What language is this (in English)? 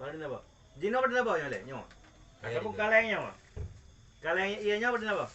Achinese